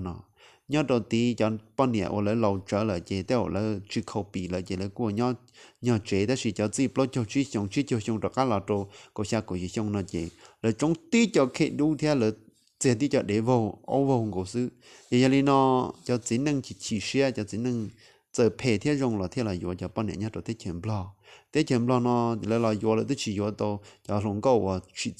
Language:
Hmong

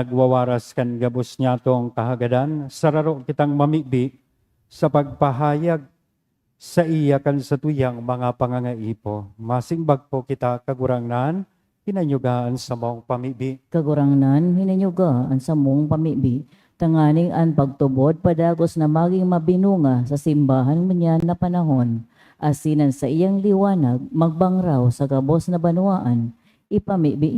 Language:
Bikol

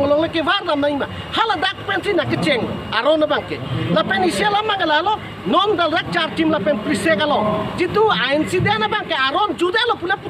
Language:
Karbi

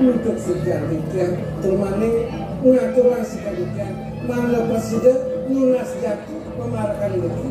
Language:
Balinese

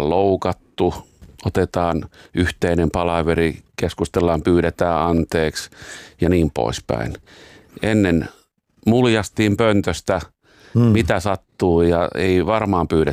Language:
Finnish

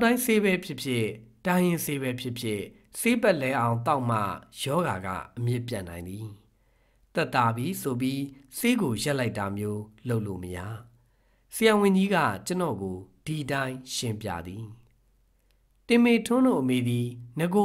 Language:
Burmese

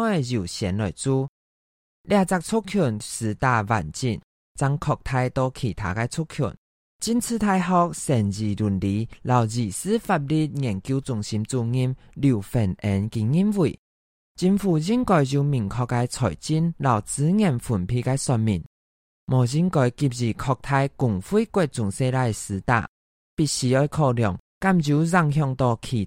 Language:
Hakka Chinese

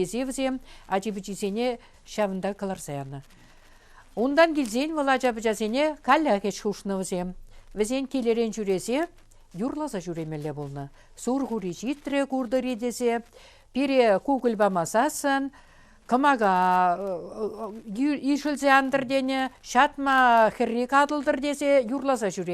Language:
Chuvash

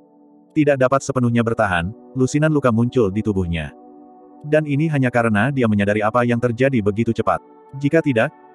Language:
Indonesian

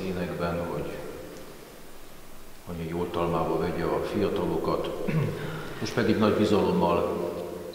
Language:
Hungarian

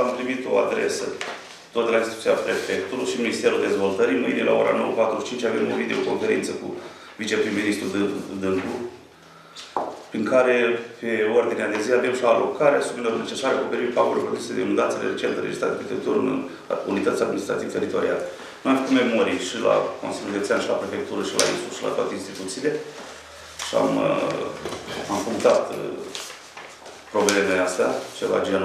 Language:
Romanian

